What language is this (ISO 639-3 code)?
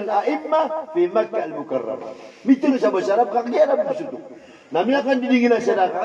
mrw